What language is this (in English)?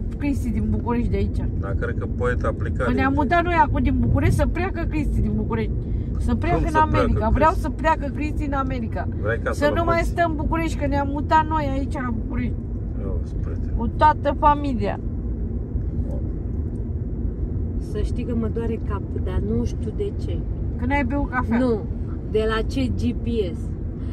Romanian